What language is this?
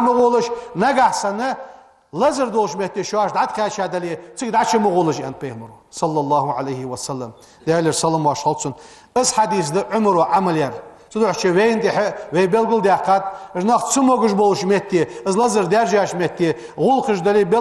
Ingush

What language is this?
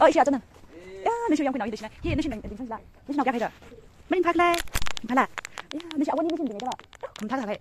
Tangkhul Naga (India)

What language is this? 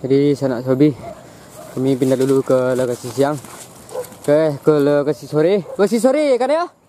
Minangkabau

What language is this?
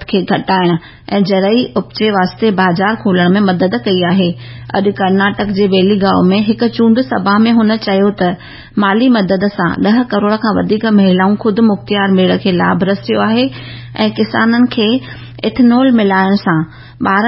Sindhi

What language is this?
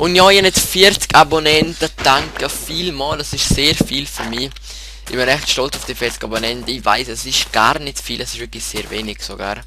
Swiss German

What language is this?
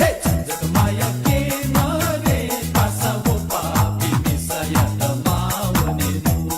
Newari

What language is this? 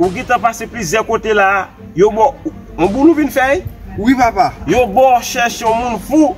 Haitian Creole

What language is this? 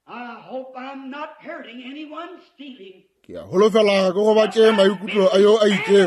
Northern Sotho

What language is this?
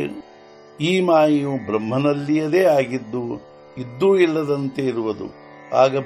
Kannada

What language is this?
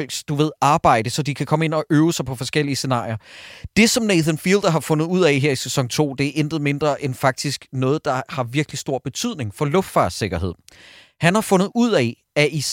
Danish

